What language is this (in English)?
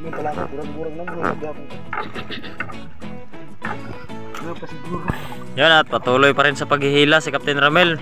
Filipino